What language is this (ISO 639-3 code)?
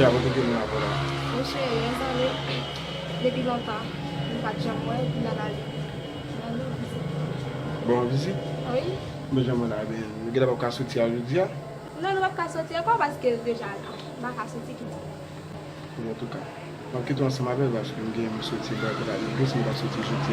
hat